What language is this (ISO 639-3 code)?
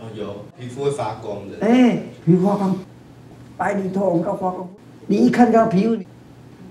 zho